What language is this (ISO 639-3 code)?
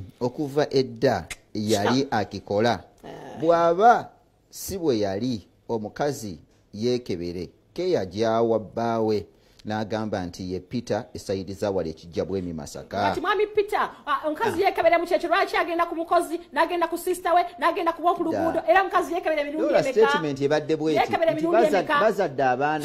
lug